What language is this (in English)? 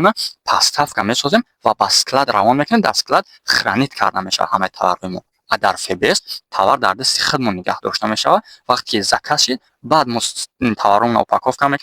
Tajik